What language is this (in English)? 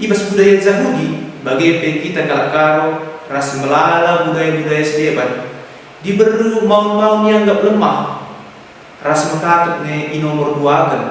Batak Karo